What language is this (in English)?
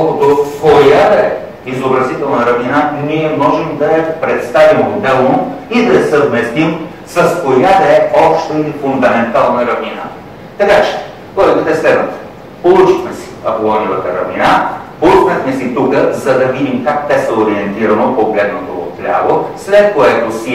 Bulgarian